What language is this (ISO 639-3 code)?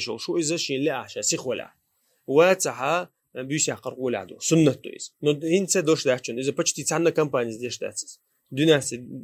che